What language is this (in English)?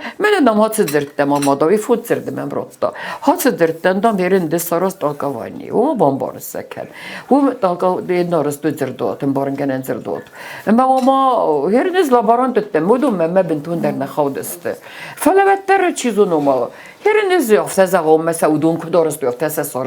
Ossetic